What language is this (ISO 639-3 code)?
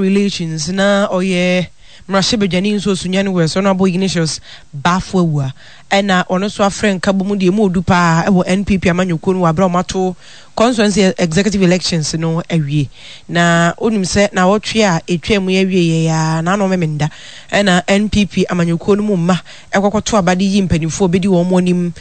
aka